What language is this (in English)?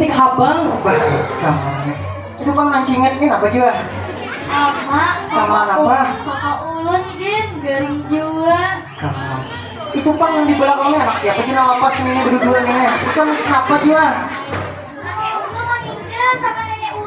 Banjar